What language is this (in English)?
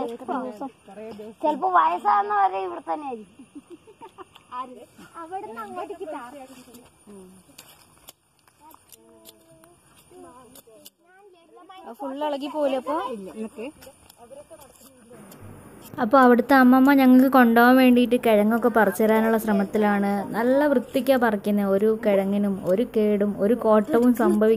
Malayalam